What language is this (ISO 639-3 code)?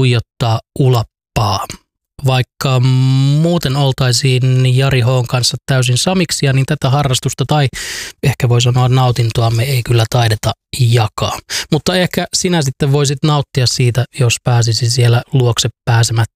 fin